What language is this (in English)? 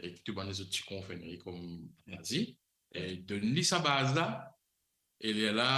Morisyen